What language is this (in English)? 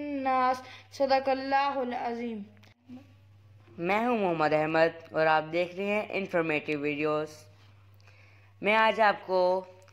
Hindi